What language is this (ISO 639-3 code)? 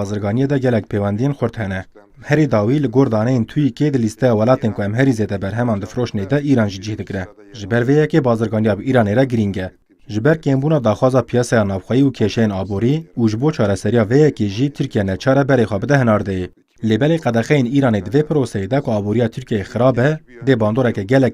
kur